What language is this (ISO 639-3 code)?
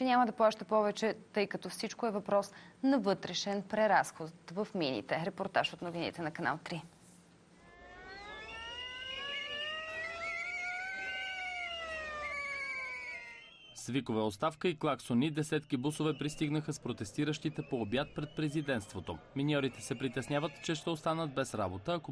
bul